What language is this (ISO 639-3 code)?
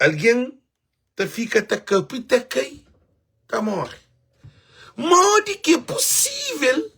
kea